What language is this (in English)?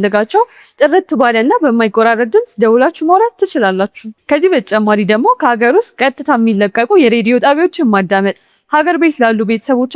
Amharic